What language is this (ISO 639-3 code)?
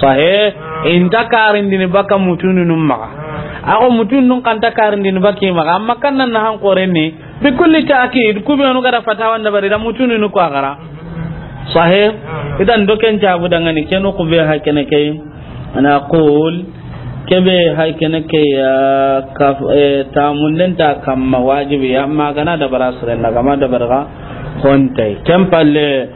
snk